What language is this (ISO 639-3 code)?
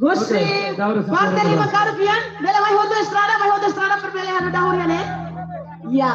tet